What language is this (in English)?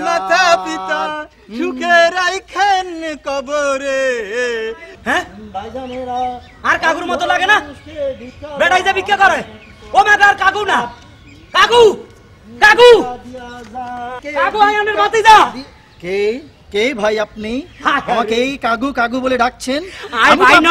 Bangla